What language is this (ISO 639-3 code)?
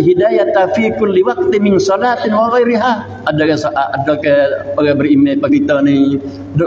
msa